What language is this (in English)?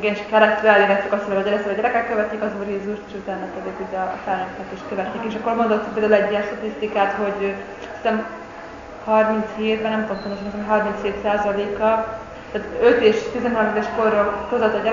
Hungarian